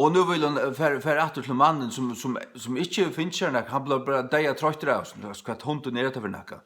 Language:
Faroese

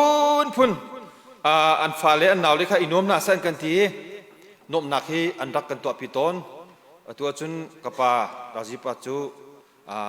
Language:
Hakha Chin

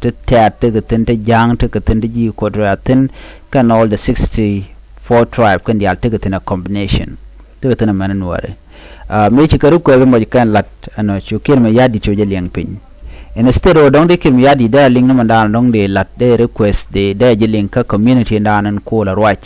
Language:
Nuer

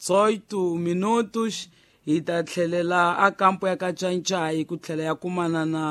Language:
Tsonga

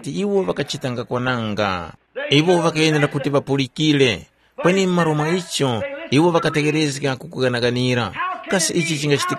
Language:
Tumbuka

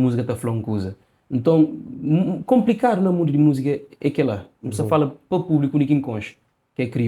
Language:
Kabuverdianu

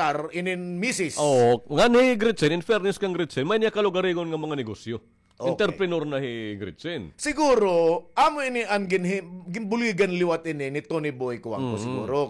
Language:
Waray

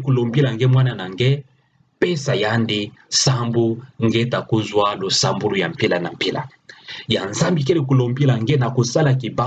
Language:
Kituba (Democratic Republic of Congo)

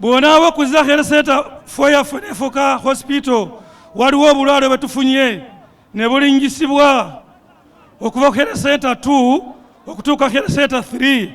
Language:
Ganda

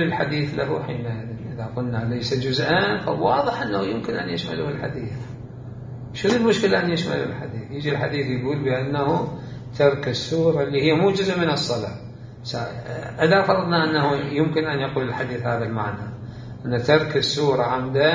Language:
Mesopotamian Arabic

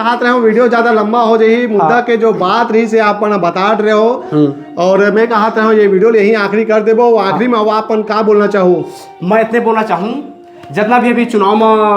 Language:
Chhattisgarhi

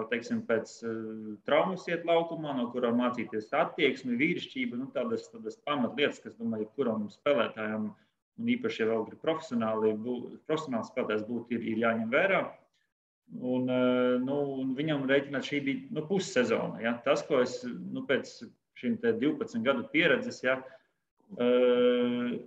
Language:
Latvian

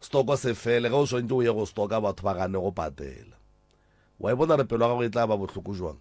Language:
Northern Sotho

